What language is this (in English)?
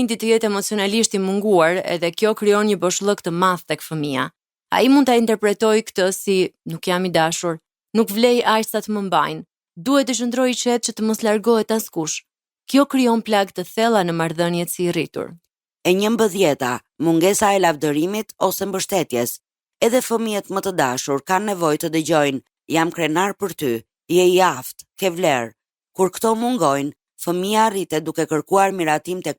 Albanian